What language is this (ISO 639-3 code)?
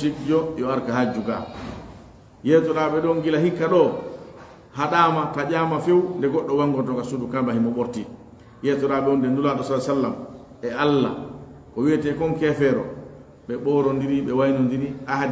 ful